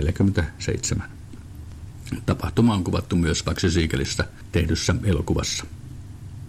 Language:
Finnish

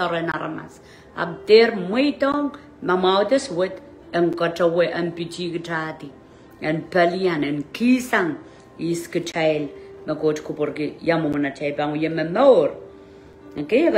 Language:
Pohnpeian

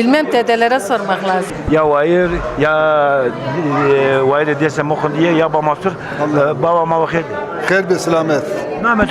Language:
Zaza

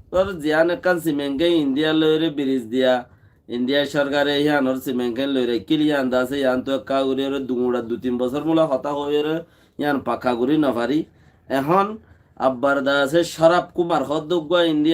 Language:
Rohingya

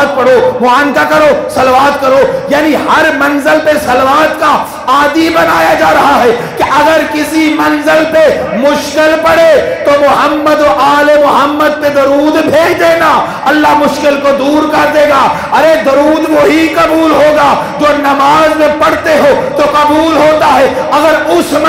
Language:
Urdu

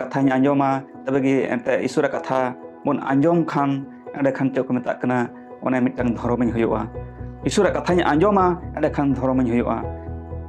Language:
Santali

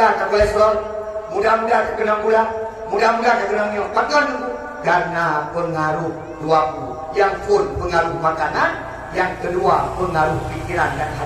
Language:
Achinese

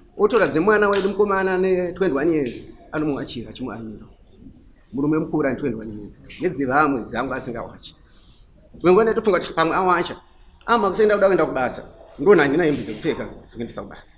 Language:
Shona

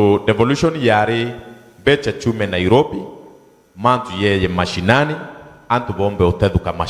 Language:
Meru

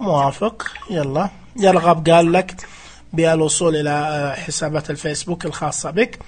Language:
Najdi Arabic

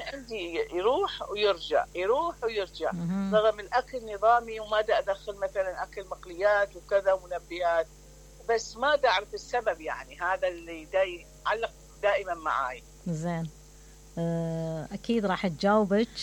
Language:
Mesopotamian Arabic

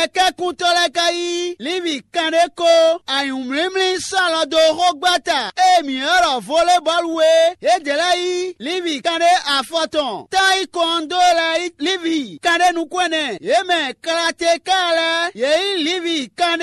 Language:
Fon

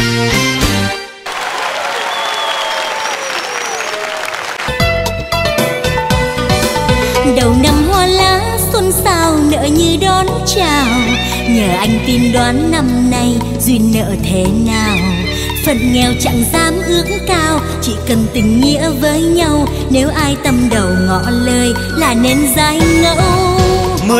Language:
Vietnamese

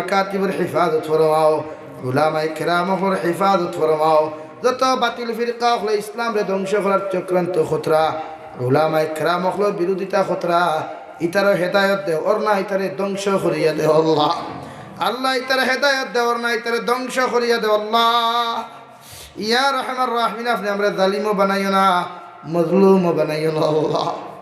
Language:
Sylheti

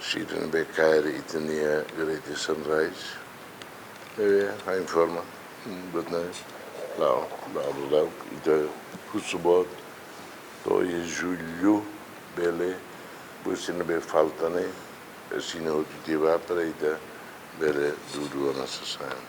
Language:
Tetum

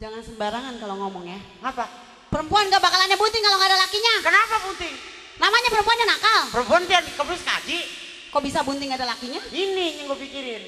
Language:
Betawi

